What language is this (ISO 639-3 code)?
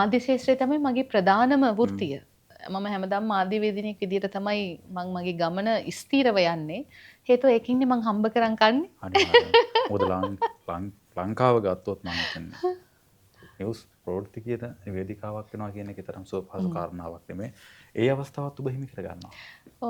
sin